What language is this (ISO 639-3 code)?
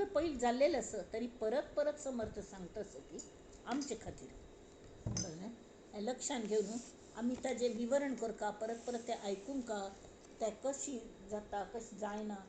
kok